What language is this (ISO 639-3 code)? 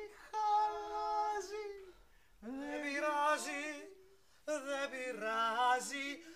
ell